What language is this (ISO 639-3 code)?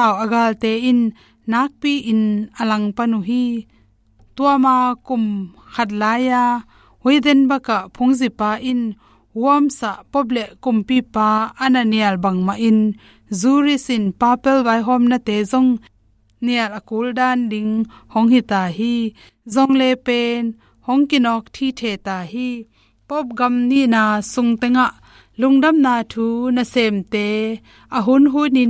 ctd